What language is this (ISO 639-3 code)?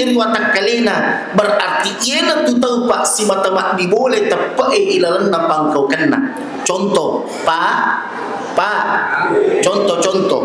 bug